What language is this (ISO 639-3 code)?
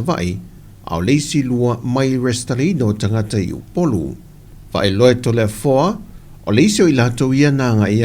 smo